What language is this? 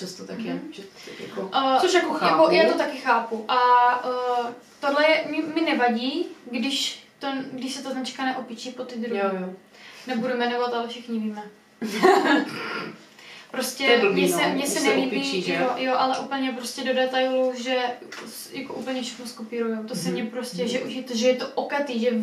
Czech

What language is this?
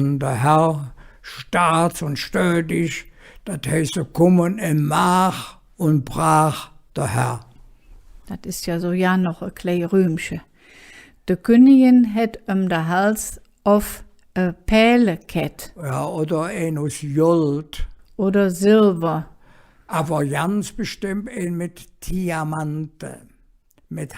Colognian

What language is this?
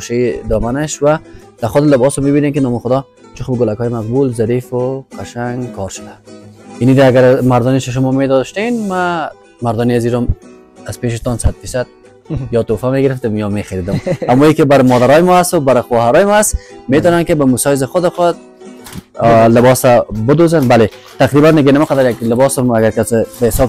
Persian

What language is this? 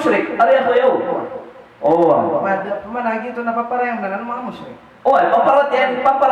Maranao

